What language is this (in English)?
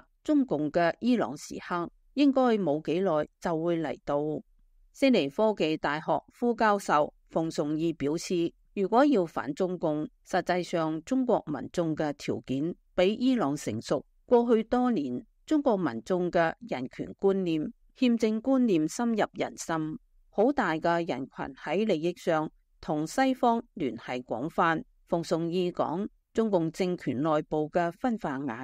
Cantonese